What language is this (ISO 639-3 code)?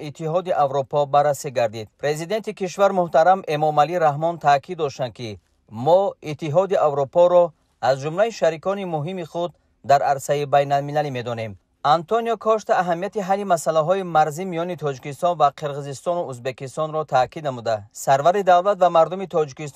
tgk